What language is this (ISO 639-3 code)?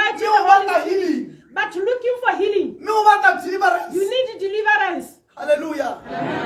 tsn